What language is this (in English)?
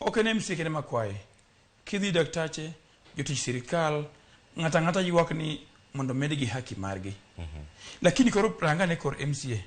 Luo (Kenya and Tanzania)